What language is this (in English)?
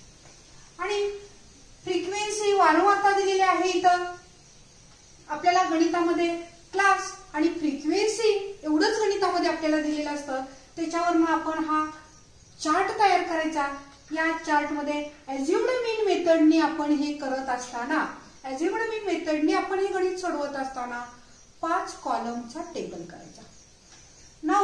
Marathi